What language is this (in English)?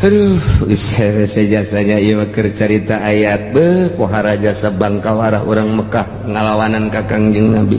Sundanese